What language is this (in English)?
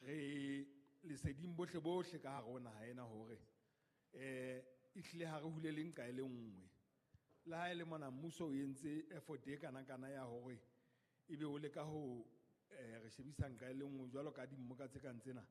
Southern Sotho